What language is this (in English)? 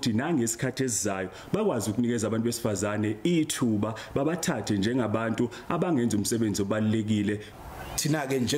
Zulu